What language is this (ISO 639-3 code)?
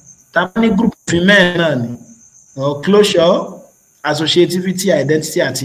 yor